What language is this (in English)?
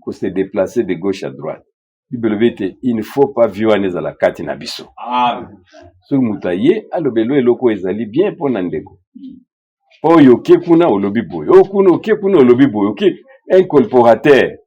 Lingala